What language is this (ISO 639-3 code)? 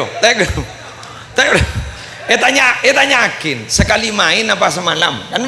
mad